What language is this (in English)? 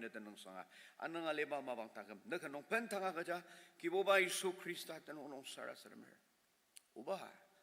Ao Naga